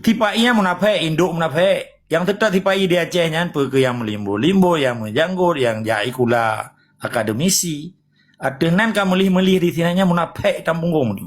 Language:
Achinese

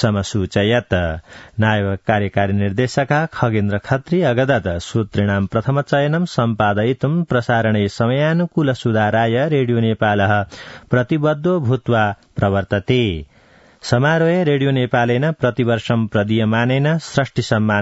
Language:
Sanskrit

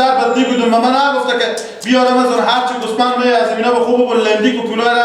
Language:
Persian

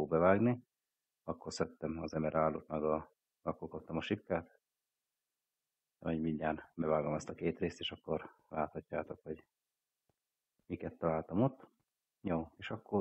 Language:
Hungarian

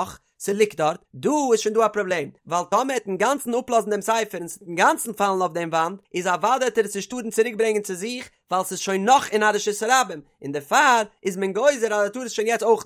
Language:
Yiddish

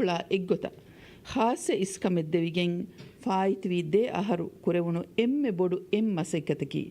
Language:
Divehi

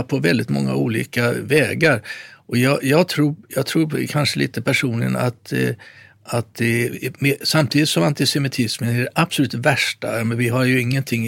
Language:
Swedish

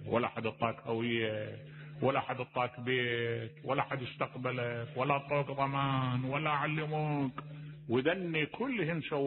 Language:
Mesopotamian Arabic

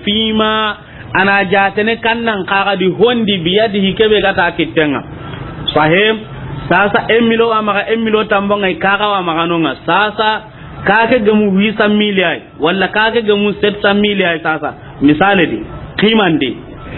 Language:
Soninke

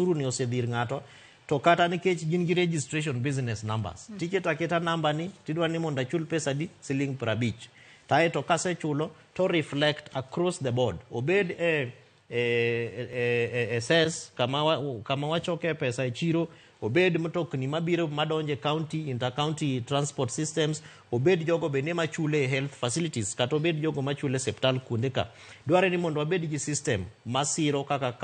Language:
Luo (Kenya and Tanzania)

